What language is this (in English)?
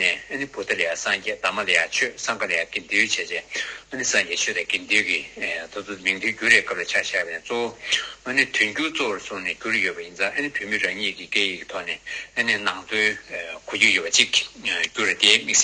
Tibetan